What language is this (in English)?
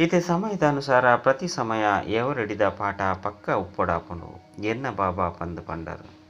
Tulu